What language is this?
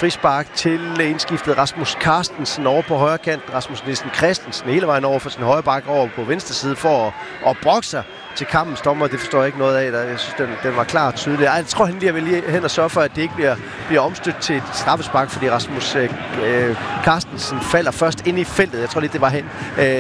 Danish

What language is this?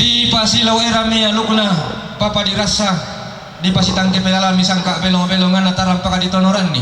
Toraja-Sa'dan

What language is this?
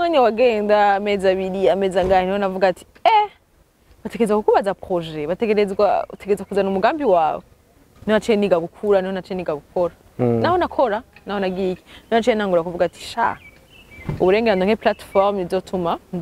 Rundi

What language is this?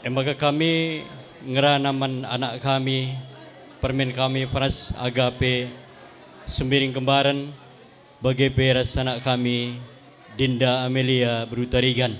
Batak Karo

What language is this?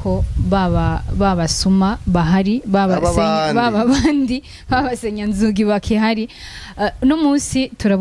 Rundi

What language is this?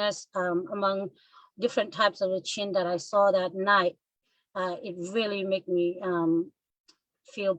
Falam Chin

